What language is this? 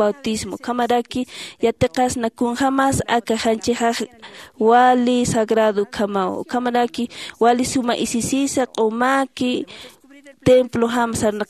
Aymara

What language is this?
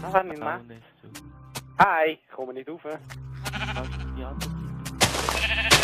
Swiss German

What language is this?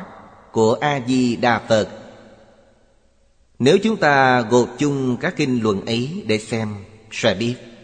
Vietnamese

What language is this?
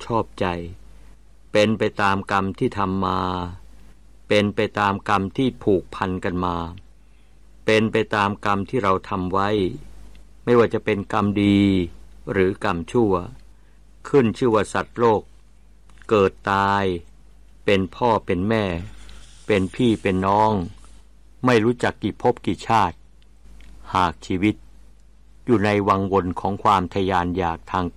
Thai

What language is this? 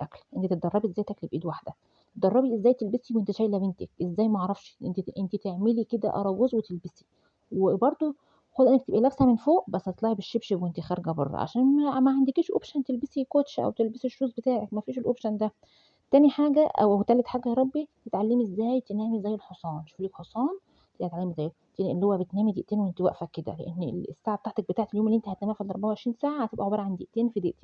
Egyptian Arabic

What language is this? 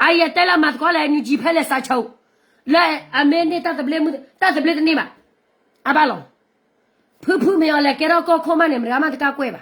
S'gaw Karen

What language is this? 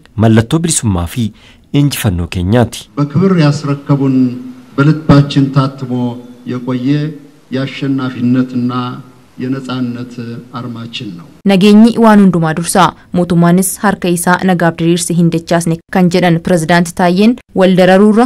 Oromo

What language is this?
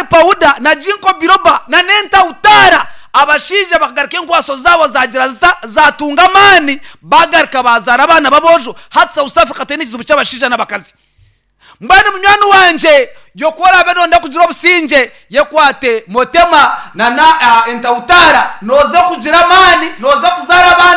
Nyankole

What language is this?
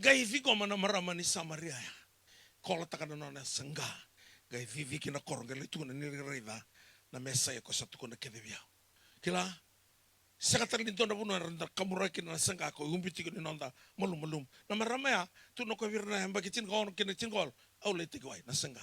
Fijian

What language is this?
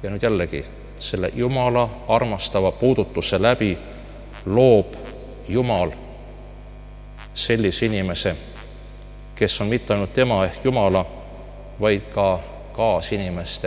Estonian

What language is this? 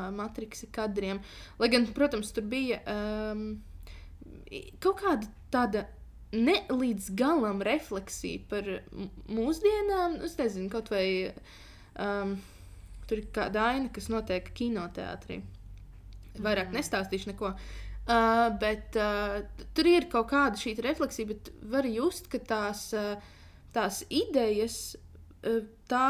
Latvian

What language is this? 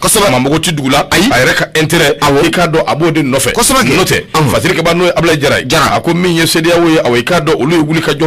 Bambara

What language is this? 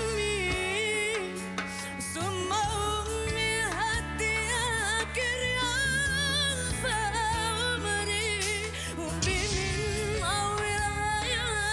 Malay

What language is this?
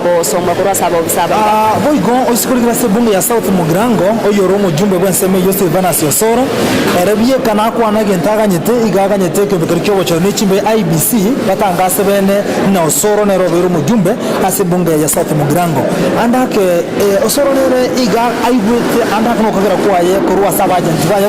Gusii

